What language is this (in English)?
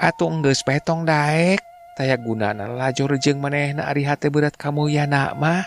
Sundanese